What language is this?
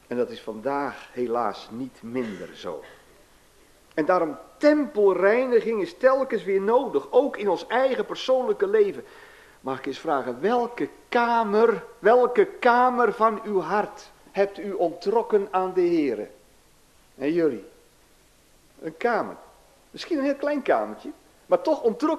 Dutch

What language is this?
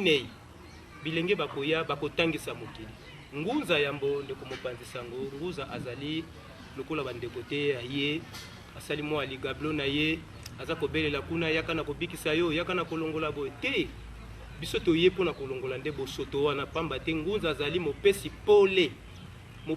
Lingala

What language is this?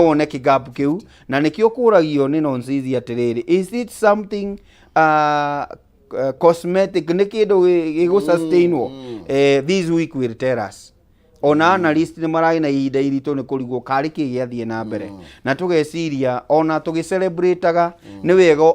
Kikuyu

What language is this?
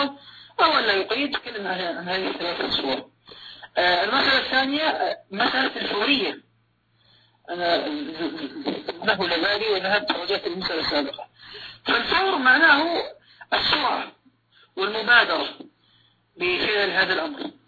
Arabic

